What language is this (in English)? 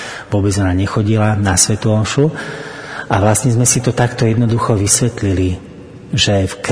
Slovak